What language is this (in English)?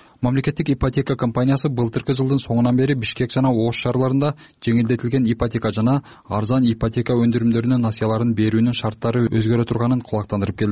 Kyrgyz